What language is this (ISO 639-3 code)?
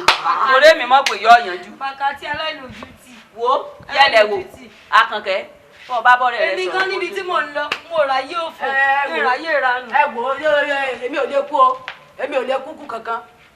yor